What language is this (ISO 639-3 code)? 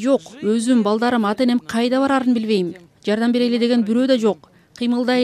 kir